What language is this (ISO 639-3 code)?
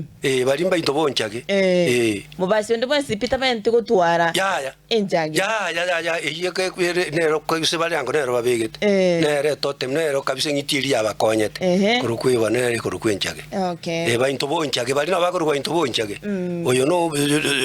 guz